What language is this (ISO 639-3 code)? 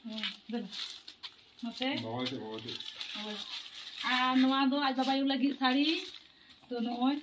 sat